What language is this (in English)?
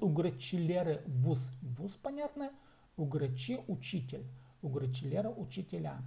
Khakas